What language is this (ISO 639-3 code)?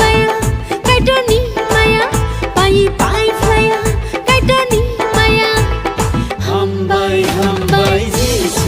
trp